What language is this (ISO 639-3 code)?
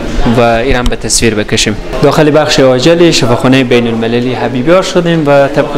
fas